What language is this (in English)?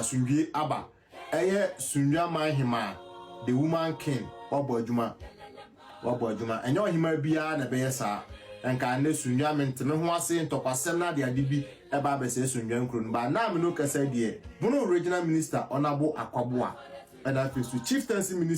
Akan